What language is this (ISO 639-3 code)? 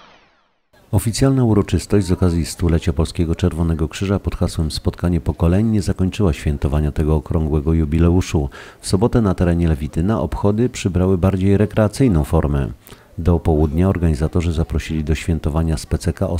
pol